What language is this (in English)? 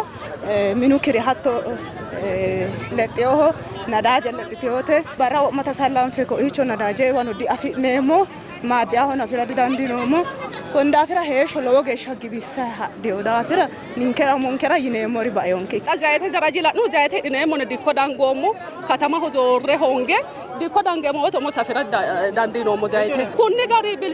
Sidamo